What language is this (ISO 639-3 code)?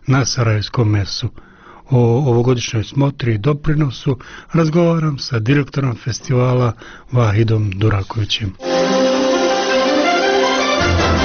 bos